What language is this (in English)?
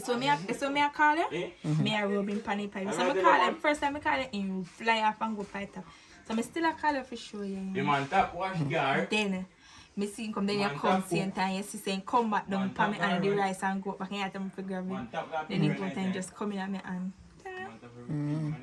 Jamaican Creole English